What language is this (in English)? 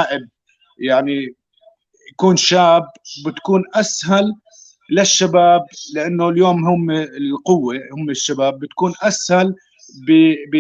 North Levantine Arabic